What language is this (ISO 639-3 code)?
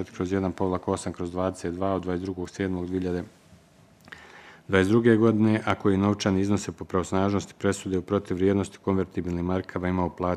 bos